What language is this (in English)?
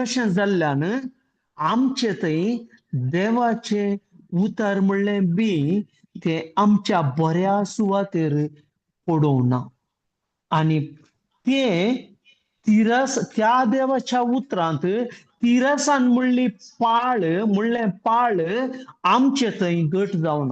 Konkani